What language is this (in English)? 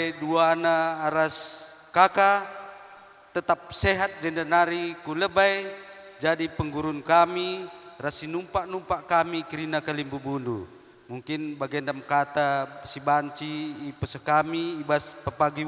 Batak Karo